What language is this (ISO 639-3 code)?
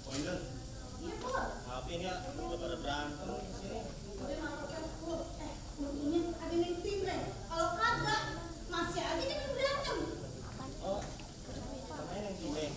bew